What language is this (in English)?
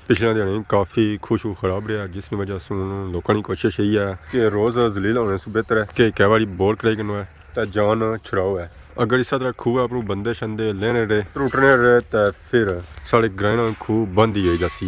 Pahari-Potwari